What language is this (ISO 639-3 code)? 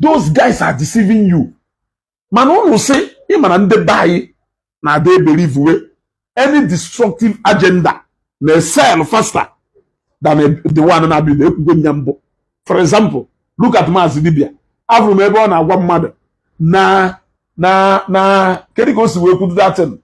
ibo